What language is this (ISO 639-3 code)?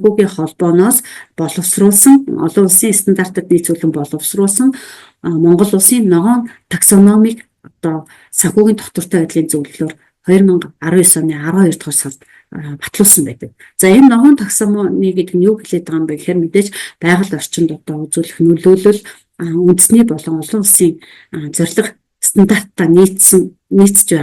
mon